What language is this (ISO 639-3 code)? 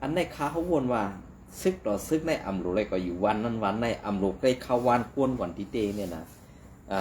shn